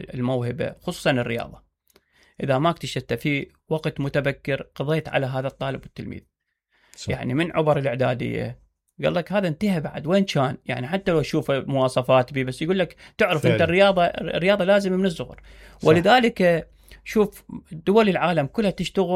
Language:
Mesopotamian Arabic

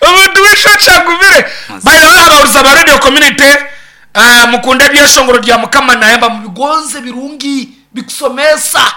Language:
Nyankole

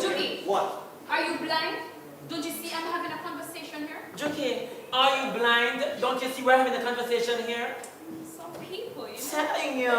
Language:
Jamaican Creole English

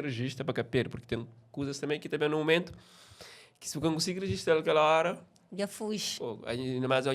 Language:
Kabuverdianu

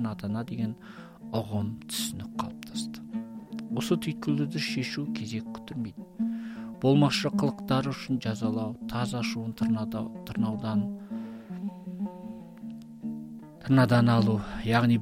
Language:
Kazakh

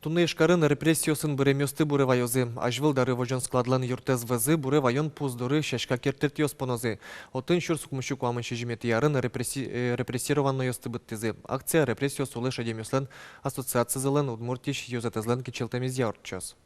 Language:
Udmurt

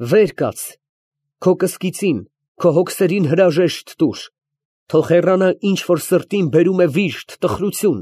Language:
Armenian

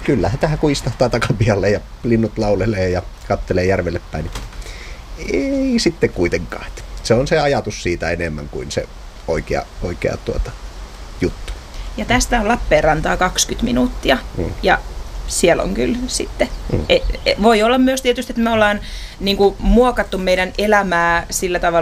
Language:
Finnish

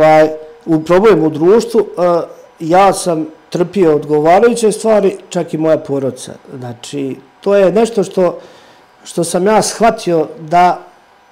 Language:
Serbian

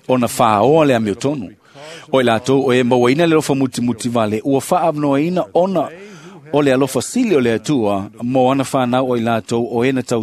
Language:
Samoan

